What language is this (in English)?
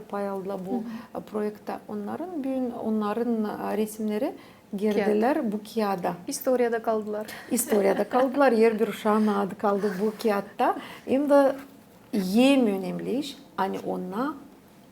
Gagauz